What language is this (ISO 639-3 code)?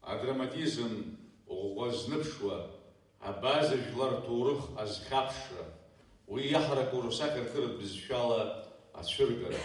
abk